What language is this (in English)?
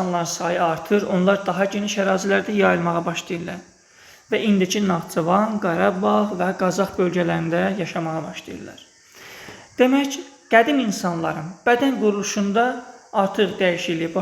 Azerbaijani